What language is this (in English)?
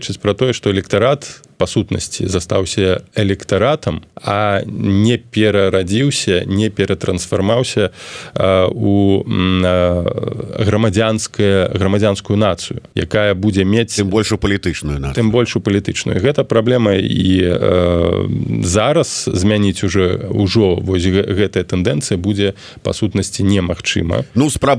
Belarusian